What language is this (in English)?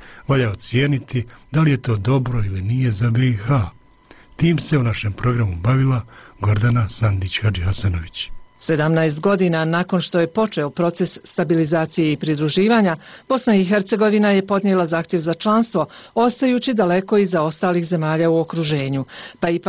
Bosnian